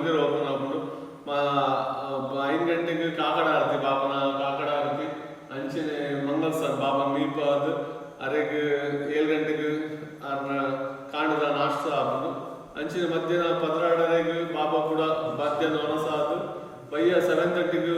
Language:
Tulu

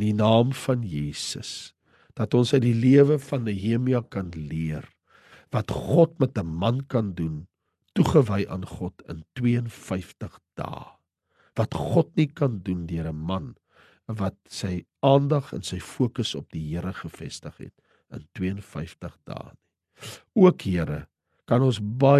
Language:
Afrikaans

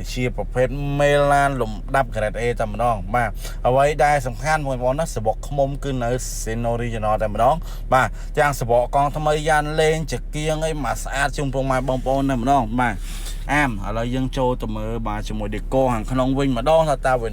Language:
Khmer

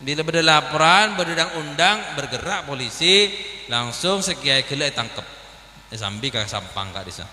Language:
Madurese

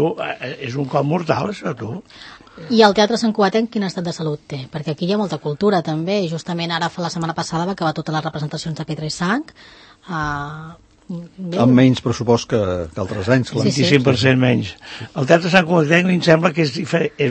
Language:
Catalan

